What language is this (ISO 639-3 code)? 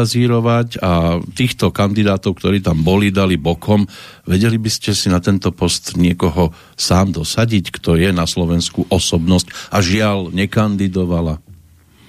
slk